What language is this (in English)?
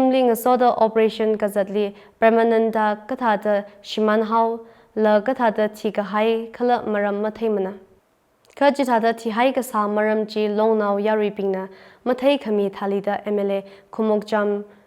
Tangkhul Naga (India)